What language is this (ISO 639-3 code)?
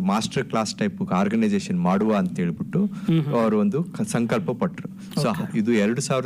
kan